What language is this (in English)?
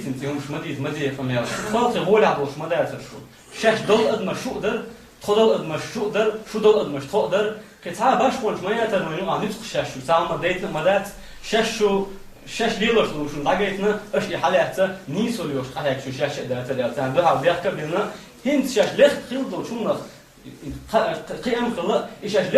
Chechen